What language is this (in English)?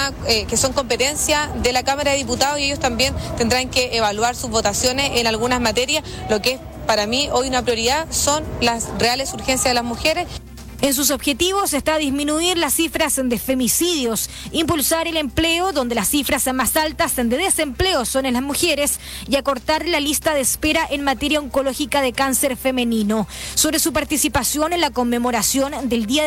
Spanish